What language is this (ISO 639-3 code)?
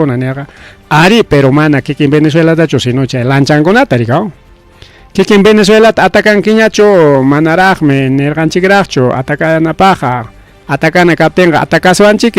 quy